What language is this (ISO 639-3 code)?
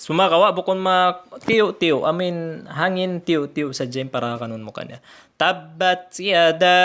tsg